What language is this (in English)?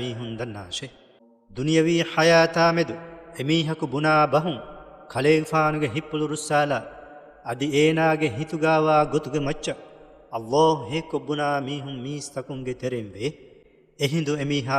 Divehi